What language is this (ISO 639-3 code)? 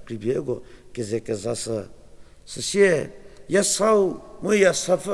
njm